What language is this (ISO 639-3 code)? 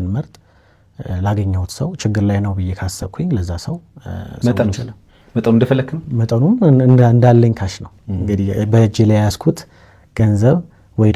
amh